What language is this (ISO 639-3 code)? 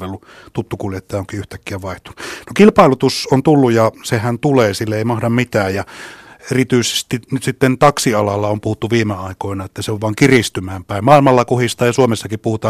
fin